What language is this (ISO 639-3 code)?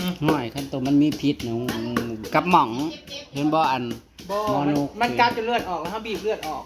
tts